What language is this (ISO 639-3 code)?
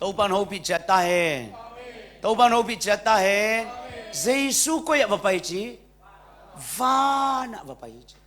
ctd